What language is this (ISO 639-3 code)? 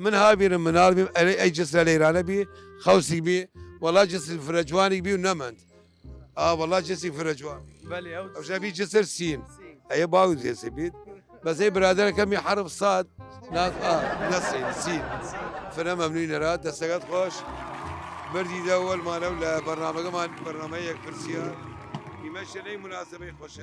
sdh